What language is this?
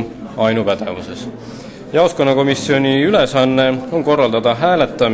Estonian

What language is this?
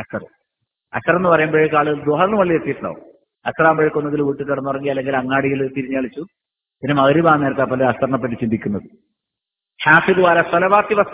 Malayalam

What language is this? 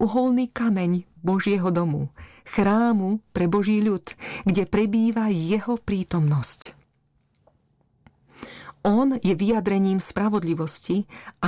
Slovak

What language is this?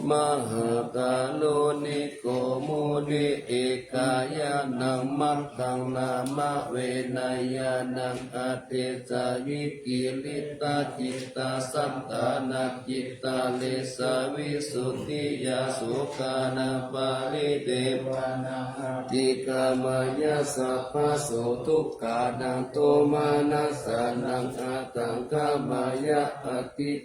Pali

